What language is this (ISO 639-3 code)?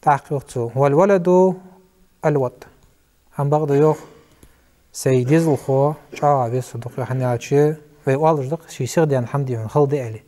inh